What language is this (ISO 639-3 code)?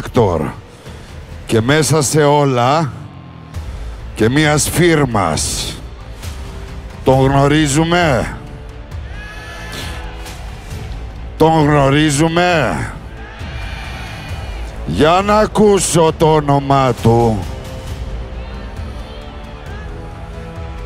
ell